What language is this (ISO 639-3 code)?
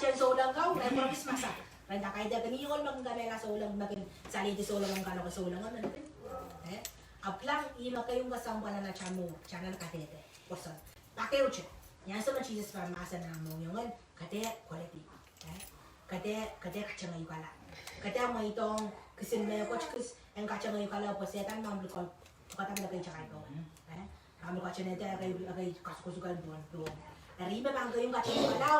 pon